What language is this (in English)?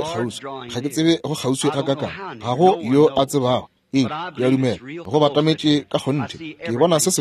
Northern Sotho